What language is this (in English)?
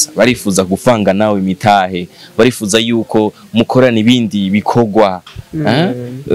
Rundi